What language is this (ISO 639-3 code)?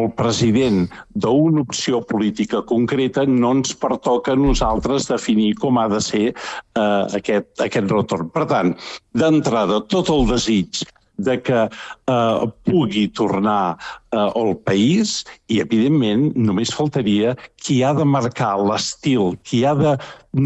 cat